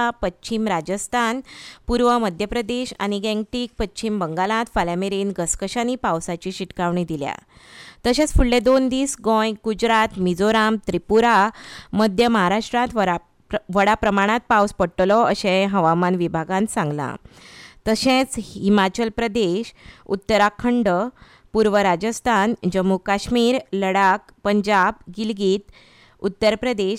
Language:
Konkani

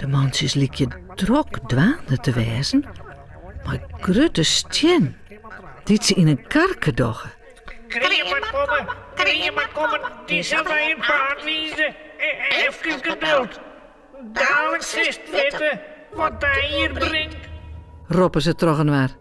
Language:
Western Frisian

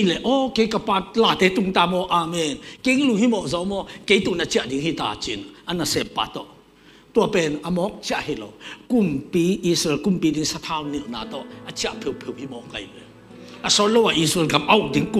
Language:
Tedim Chin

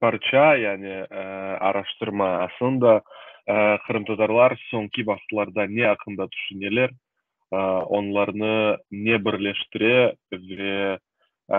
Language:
Crimean Tatar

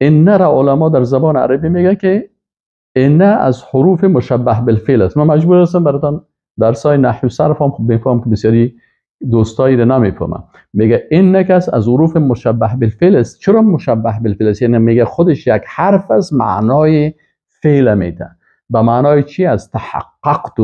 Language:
Persian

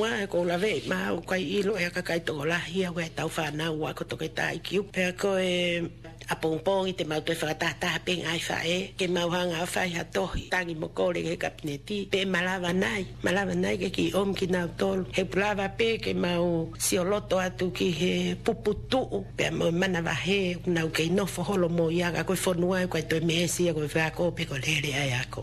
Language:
Tongan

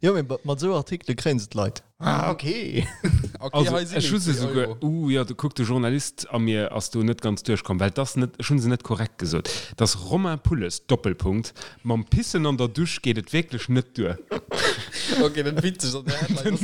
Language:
Luxembourgish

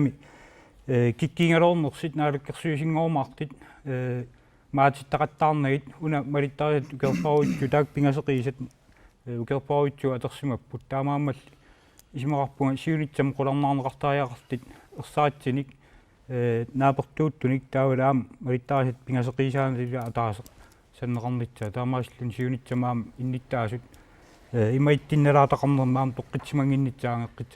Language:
Kalaallisut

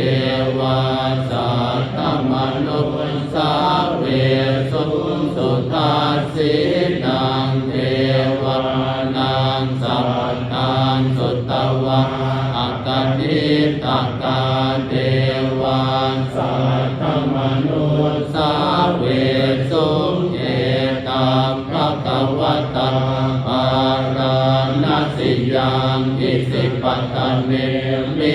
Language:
Pali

